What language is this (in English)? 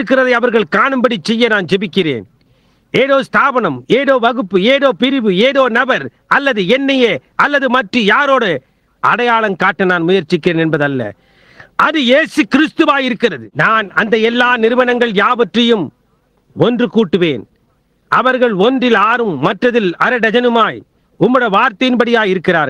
Tamil